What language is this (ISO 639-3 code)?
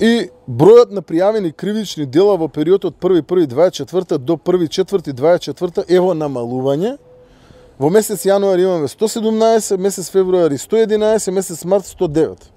mkd